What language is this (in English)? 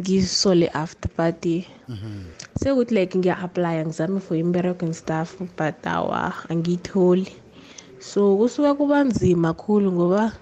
South Ndebele